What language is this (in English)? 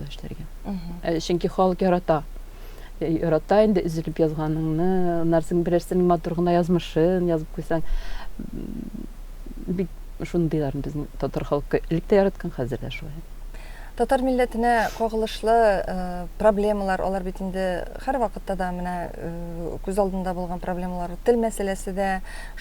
Tatar